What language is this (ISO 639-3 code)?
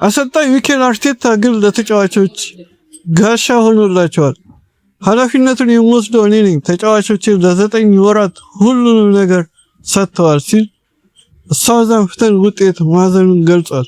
amh